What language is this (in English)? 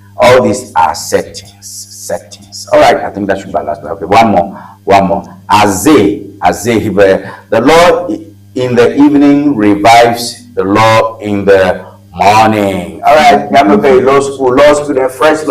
Ewe